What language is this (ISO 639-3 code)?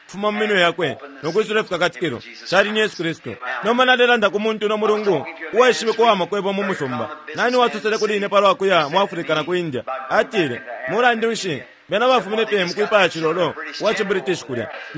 bem